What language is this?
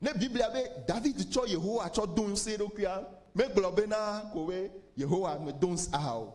Ewe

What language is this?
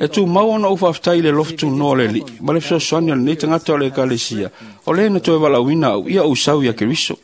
Samoan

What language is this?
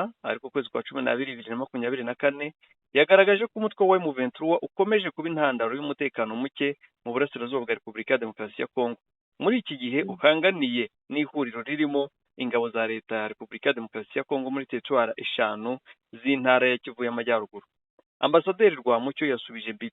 Kinyarwanda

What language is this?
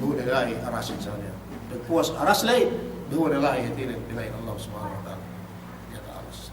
Yakan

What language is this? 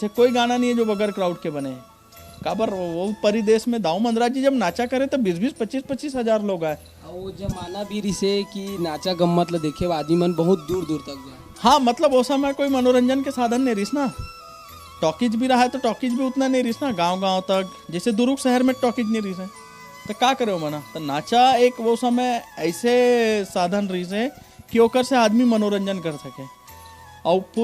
Chhattisgarhi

